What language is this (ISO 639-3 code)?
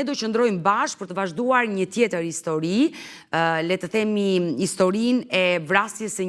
sqi